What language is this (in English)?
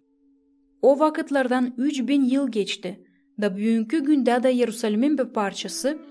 Gagauz